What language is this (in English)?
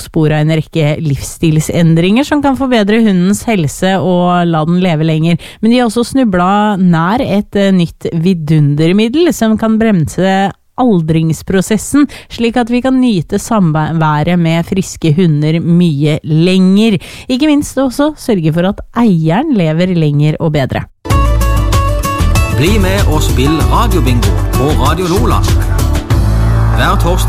Norwegian